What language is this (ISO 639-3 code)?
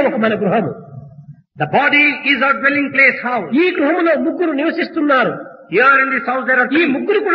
tel